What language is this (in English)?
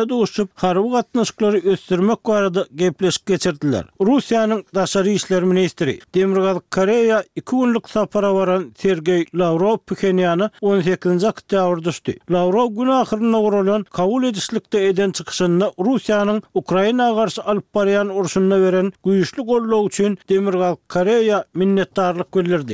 Turkmen